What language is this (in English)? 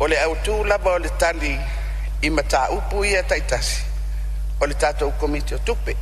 Samoan